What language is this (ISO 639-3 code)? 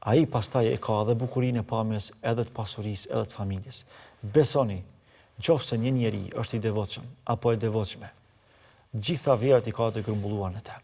sqi